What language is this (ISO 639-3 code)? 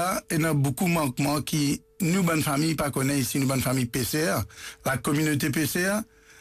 mfe